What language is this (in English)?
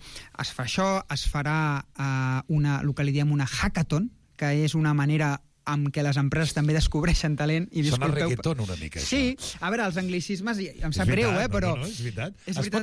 Catalan